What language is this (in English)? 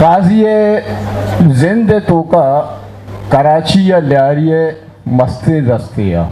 Eastern Balochi